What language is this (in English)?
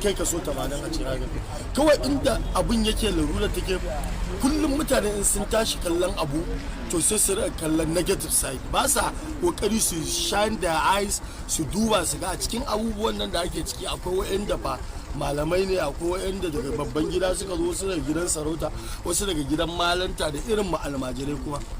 Hausa